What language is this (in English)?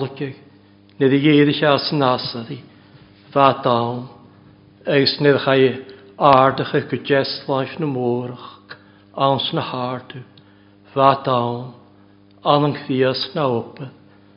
Welsh